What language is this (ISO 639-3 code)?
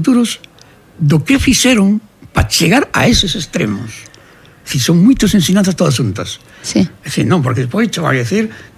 glg